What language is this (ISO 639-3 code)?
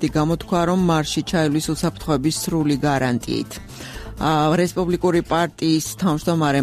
kat